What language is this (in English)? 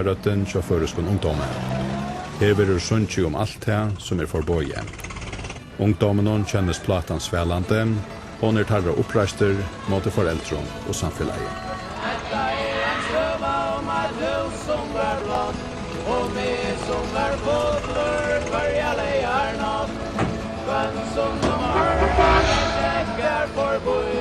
Faroese